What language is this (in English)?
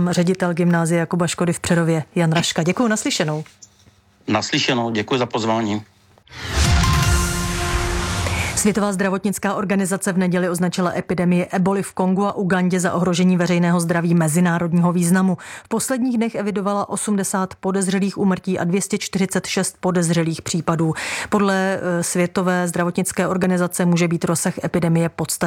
Czech